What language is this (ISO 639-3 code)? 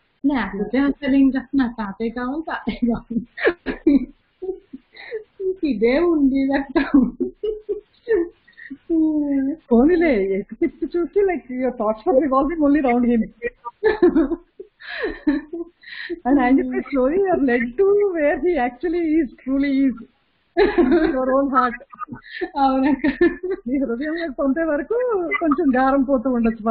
tel